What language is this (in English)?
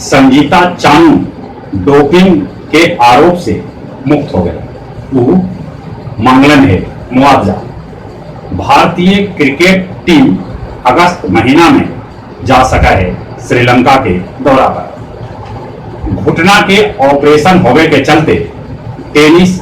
Magahi